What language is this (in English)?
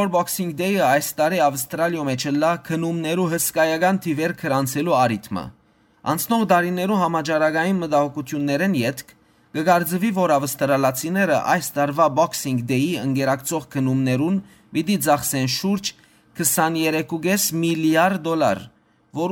Western Armenian